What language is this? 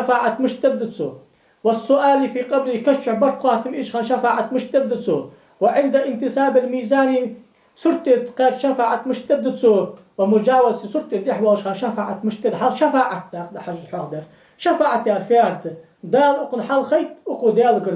Ingush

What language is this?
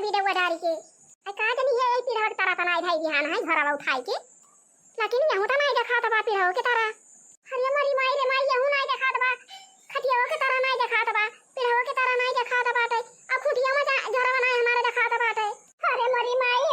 Awadhi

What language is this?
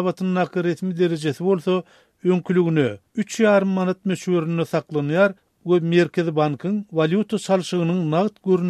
Turkmen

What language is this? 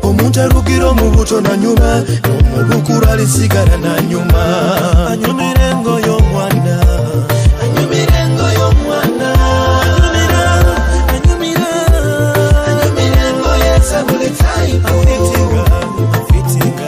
Nyoro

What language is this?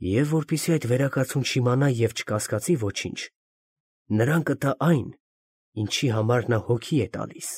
Armenian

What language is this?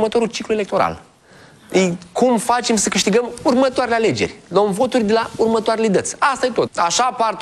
Romanian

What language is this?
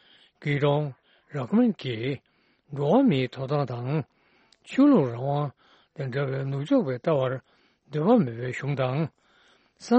Tibetan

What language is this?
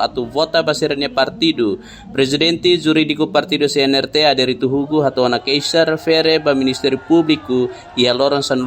Tetum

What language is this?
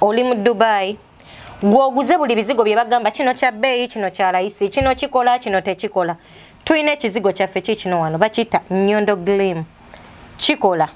Ganda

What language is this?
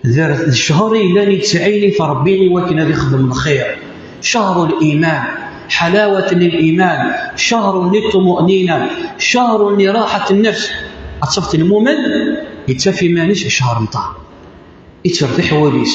Kabyle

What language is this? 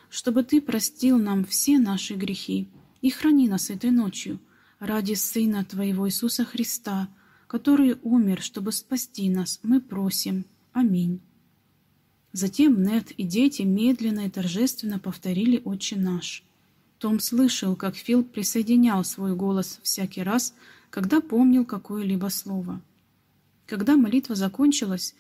Russian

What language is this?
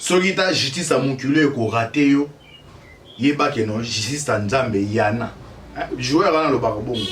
Lingala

